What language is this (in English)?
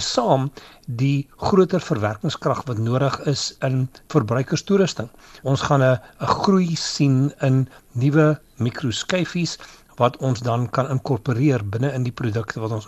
Afrikaans